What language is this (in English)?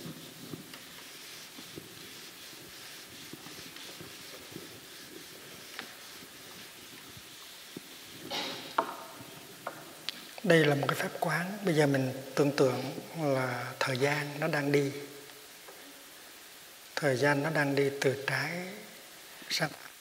Vietnamese